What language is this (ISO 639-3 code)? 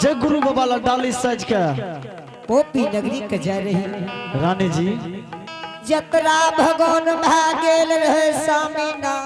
anp